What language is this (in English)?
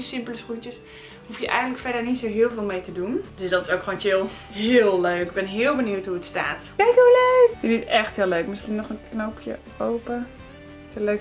Dutch